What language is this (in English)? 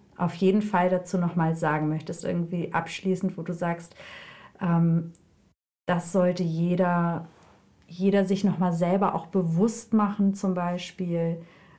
German